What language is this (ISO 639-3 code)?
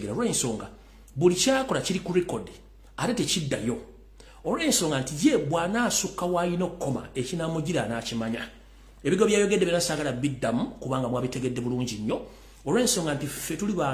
lug